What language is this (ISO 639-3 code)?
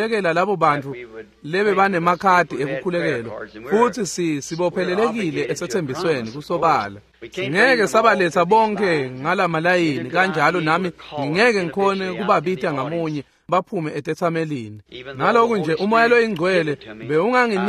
ssw